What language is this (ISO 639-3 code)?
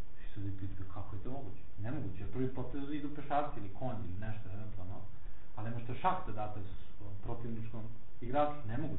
srp